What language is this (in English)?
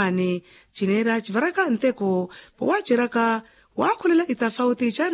Makhuwa